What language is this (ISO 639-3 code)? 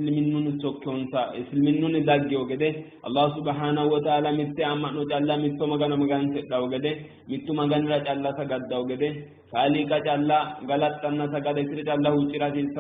sid